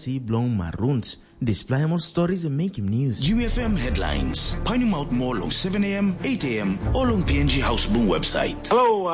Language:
Tok Pisin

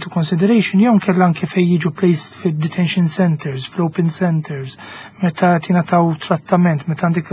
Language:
Maltese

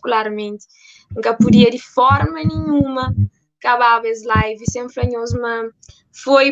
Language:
Kabuverdianu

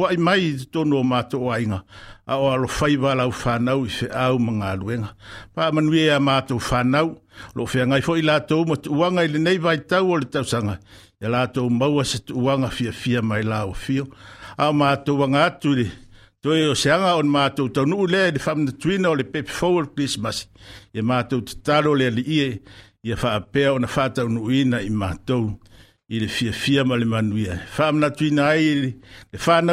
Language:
Samoan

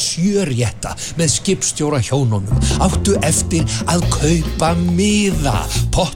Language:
Icelandic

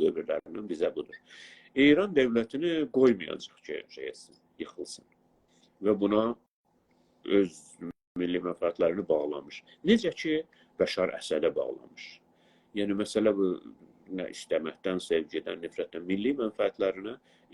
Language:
South Azerbaijani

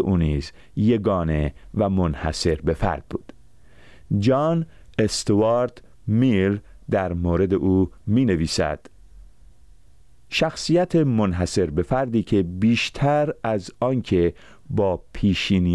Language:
Persian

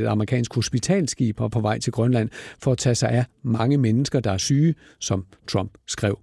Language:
Danish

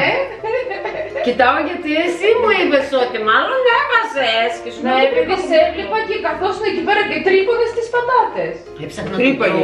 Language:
Greek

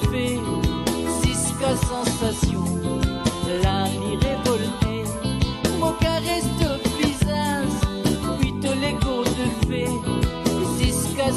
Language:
Morisyen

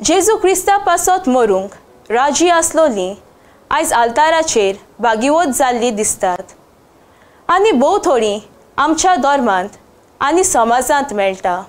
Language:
Konkani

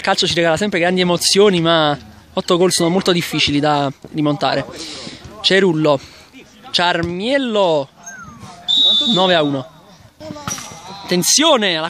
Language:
Italian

